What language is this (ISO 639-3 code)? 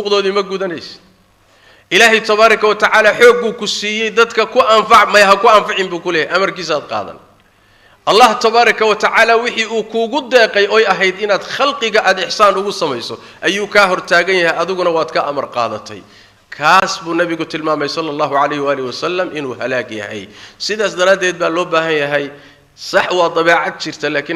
som